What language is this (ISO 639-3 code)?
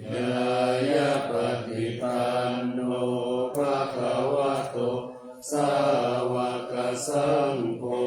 pli